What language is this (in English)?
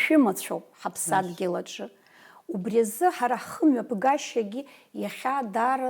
Abkhazian